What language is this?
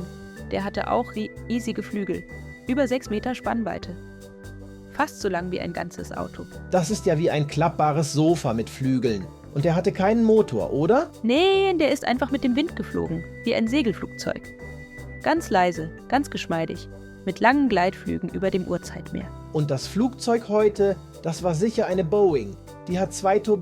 Swiss German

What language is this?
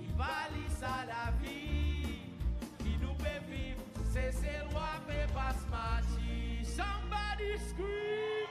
Seselwa Creole French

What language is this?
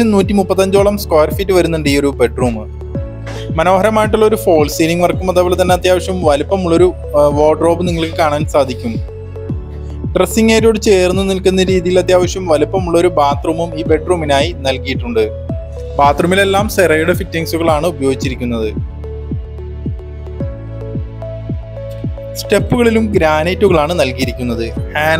Malayalam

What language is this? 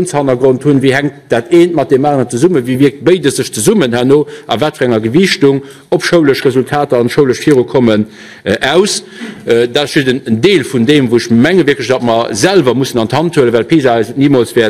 Luxembourgish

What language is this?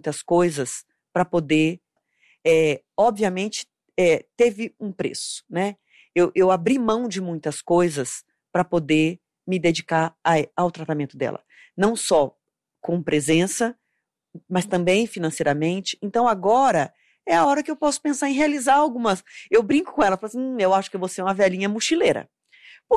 Portuguese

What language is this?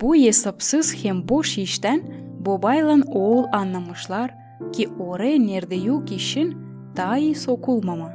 Gagauz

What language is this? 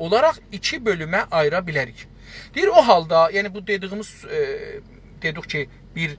South Azerbaijani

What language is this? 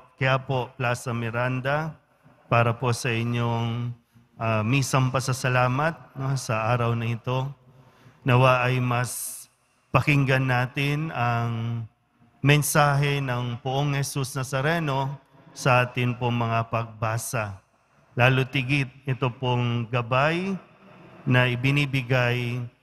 Filipino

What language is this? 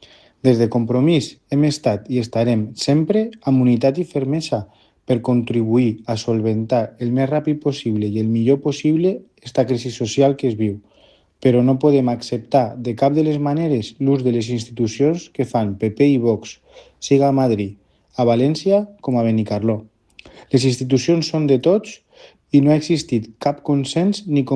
Catalan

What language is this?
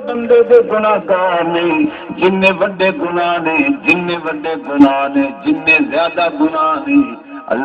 Saraiki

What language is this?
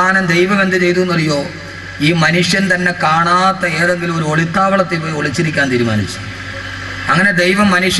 Malayalam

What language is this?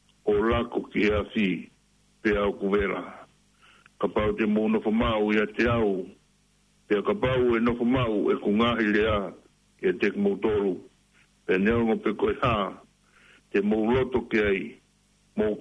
Tongan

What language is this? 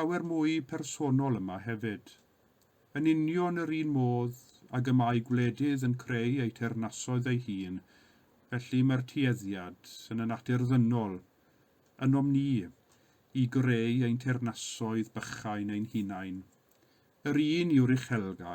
Welsh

